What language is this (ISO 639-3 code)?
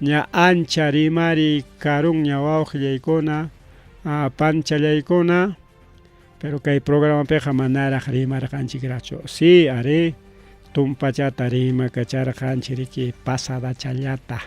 quy